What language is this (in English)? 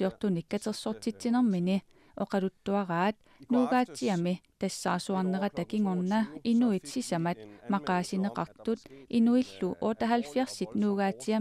Kalaallisut